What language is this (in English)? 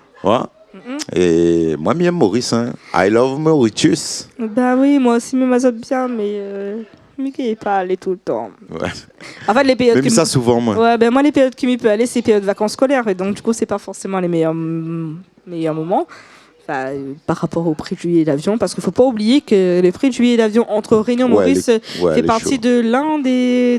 Réunion Creole French